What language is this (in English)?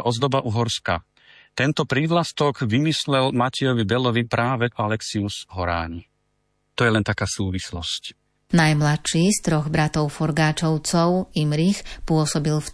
Slovak